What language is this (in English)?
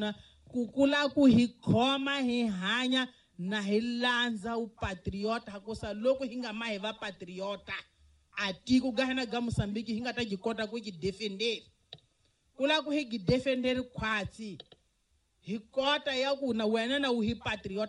Tsonga